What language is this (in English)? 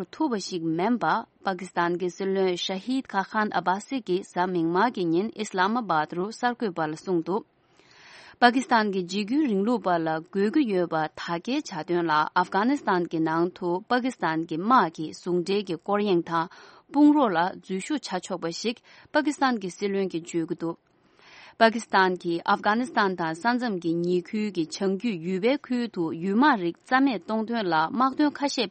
Tibetan